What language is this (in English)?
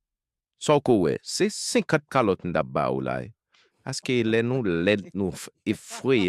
Haitian Creole